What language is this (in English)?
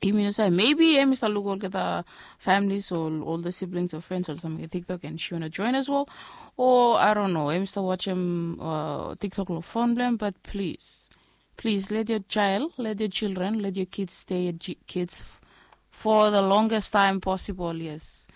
Bislama